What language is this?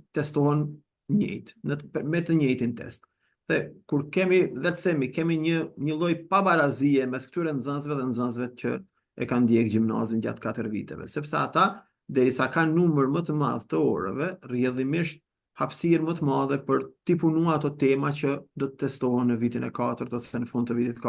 Albanian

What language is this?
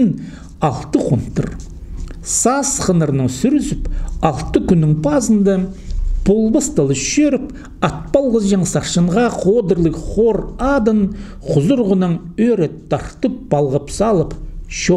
Khakas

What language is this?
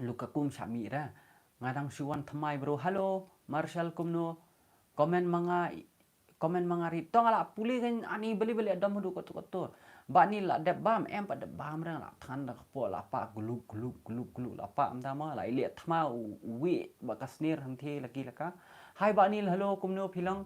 Khasi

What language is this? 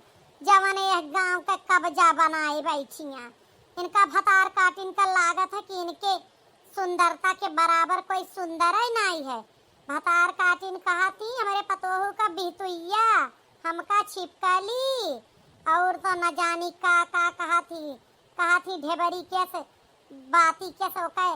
Awadhi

